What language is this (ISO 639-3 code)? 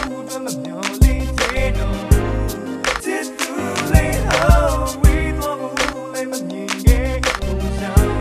mya